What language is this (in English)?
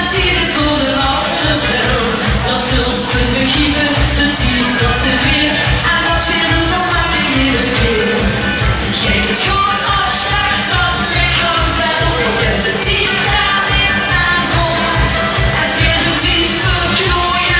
Limburgish